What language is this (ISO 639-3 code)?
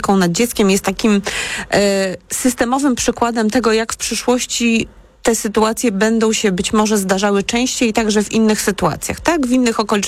pol